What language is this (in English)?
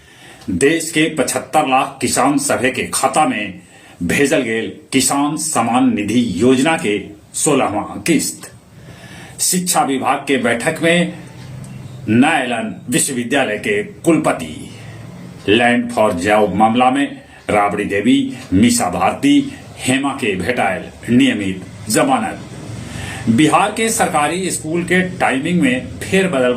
Magahi